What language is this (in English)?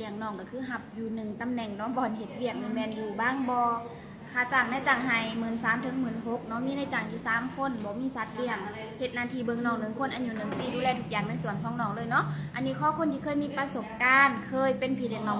Lao